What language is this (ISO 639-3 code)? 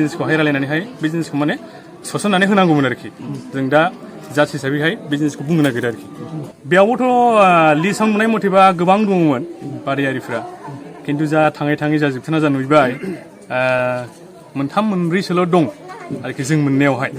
brx